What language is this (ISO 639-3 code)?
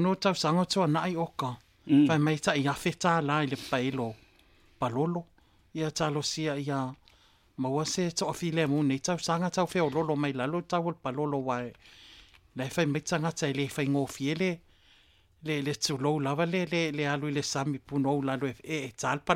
smo